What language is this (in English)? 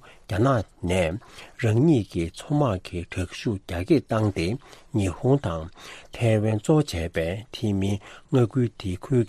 Tibetan